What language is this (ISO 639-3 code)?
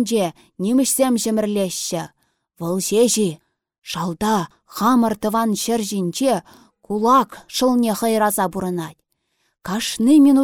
chv